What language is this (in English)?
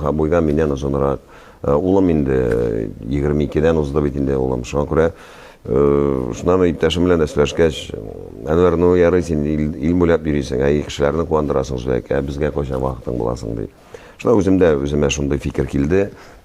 Tatar